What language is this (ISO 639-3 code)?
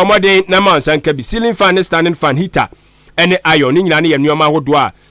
aka